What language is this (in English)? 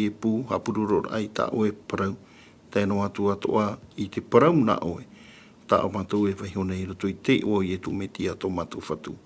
Tahitian